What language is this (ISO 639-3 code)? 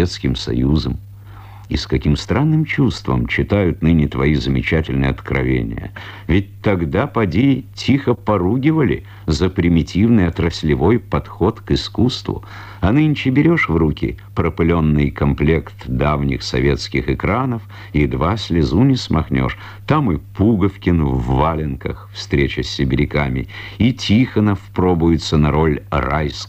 rus